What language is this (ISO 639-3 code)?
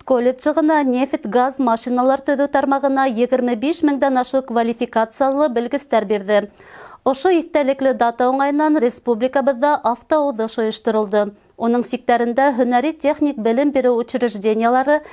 bak